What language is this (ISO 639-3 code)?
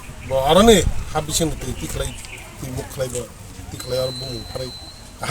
trp